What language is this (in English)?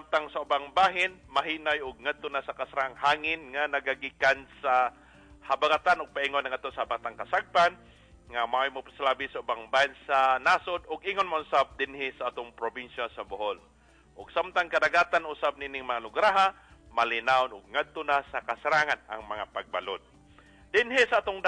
Cebuano